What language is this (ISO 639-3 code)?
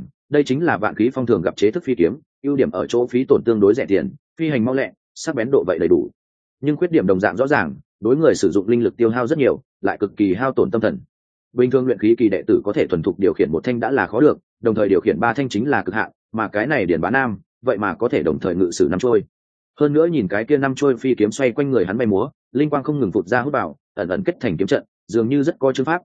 vie